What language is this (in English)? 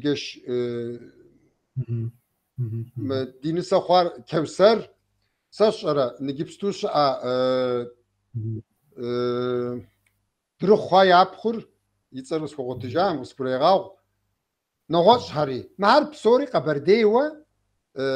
Kabardian